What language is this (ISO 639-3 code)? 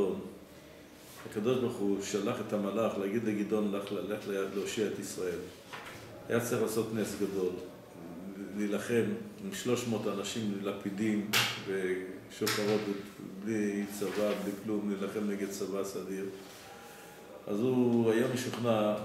heb